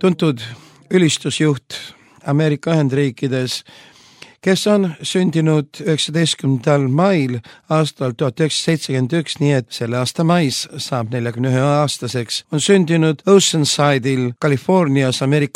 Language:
Estonian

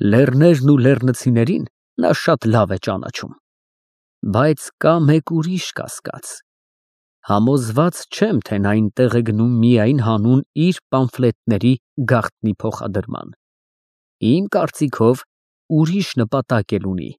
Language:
Armenian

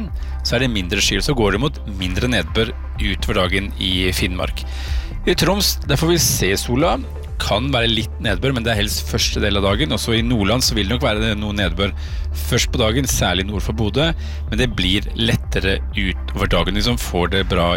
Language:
Norwegian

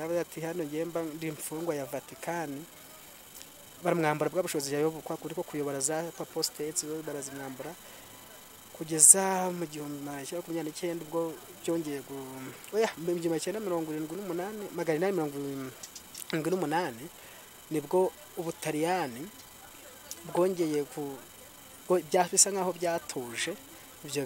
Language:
Kinyarwanda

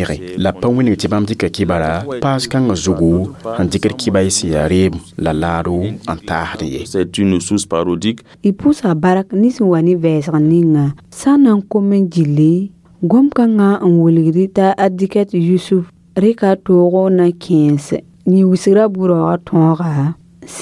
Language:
Mossi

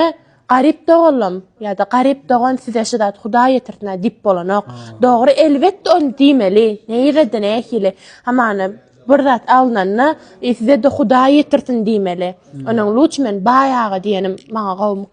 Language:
Turkmen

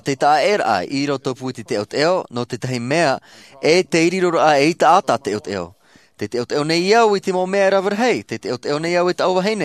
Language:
Tahitian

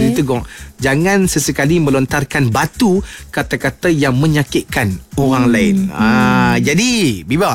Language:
Malay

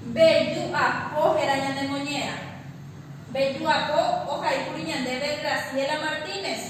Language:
Guarani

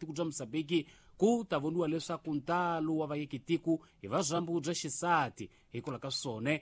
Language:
Tsonga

